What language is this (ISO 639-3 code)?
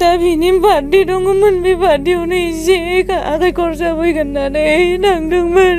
brx